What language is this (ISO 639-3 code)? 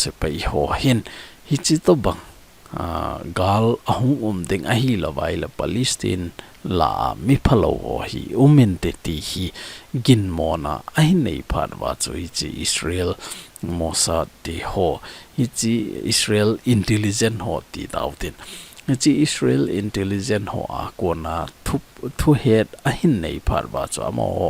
tcz